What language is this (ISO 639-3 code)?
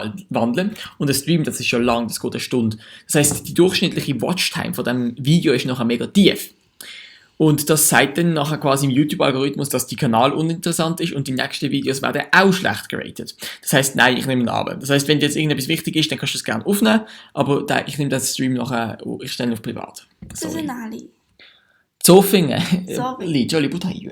gsw